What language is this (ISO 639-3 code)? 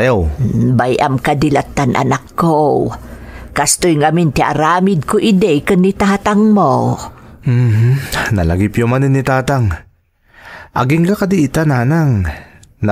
ilo